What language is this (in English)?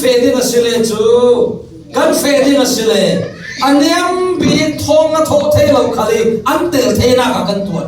Falam Chin